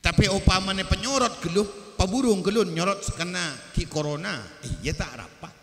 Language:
Madurese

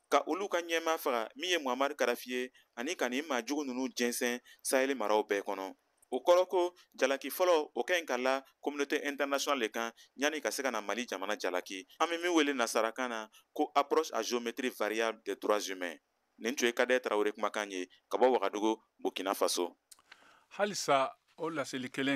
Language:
Bambara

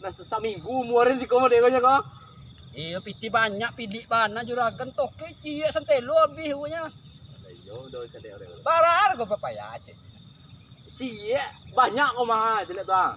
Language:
Minangkabau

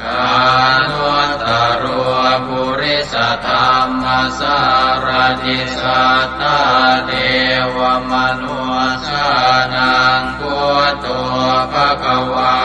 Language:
Pali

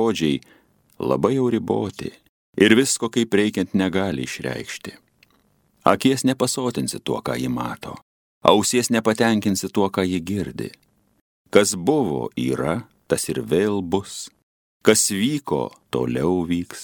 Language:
Lithuanian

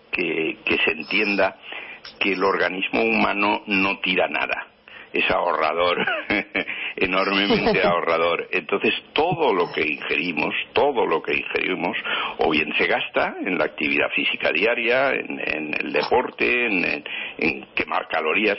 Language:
Spanish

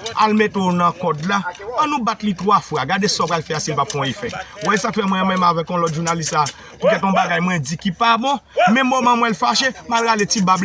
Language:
Haitian Creole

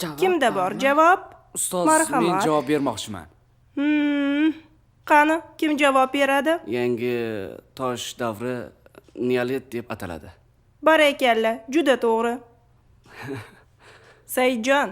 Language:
Uzbek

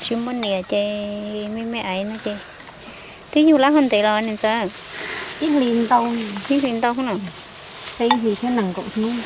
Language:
Hmong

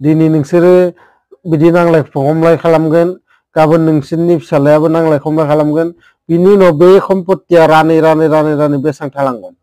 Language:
Bodo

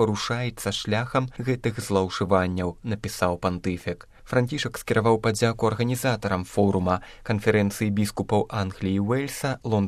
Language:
Belarusian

